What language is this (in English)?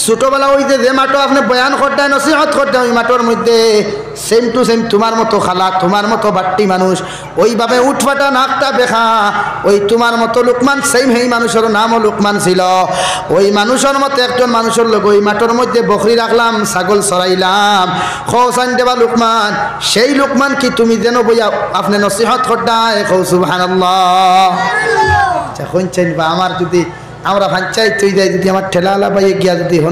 Sylheti